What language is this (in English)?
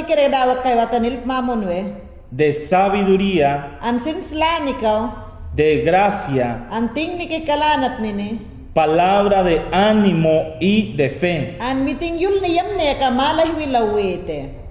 Mayangna